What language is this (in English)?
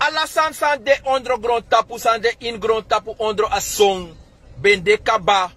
Sranan Tongo